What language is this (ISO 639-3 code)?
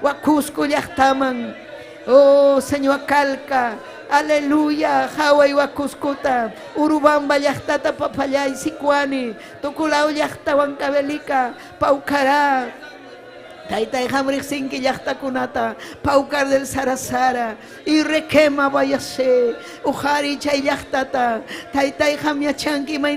quy